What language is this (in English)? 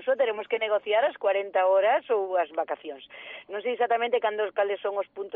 Galician